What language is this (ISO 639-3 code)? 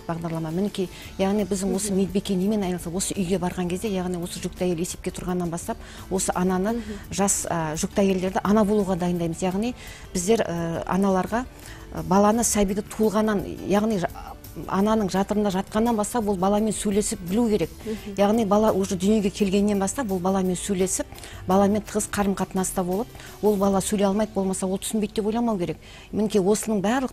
kaz